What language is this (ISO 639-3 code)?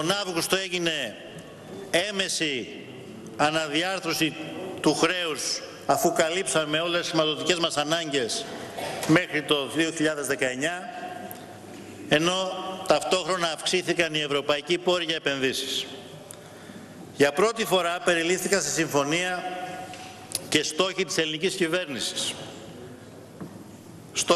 ell